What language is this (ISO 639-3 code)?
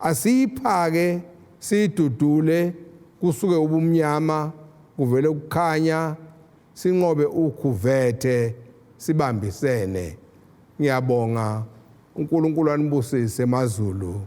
zul